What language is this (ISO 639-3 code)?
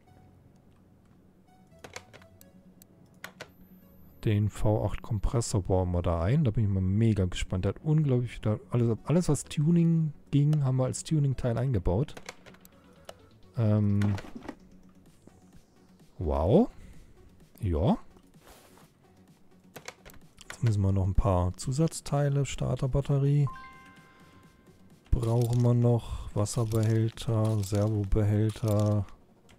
deu